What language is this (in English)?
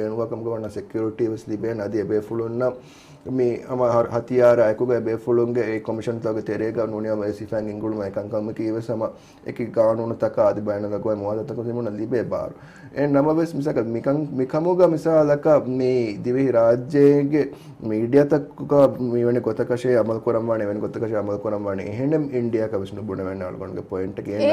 Divehi